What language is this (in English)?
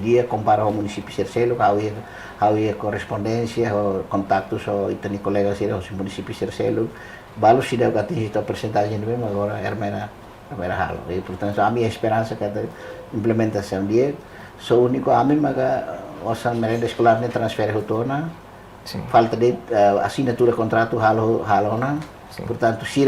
Tetum